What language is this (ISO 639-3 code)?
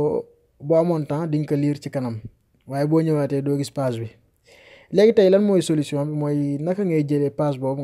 wol